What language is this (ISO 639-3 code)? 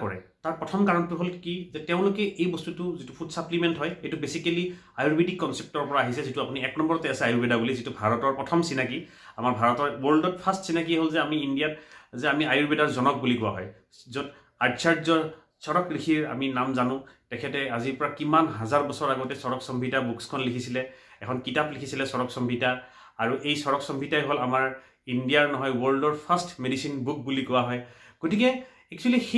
asm